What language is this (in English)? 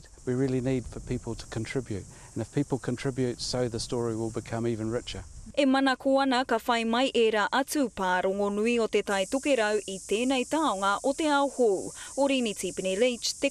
Māori